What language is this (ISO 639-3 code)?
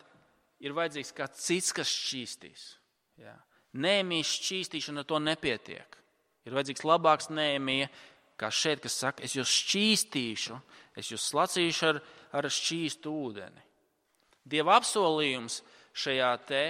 lav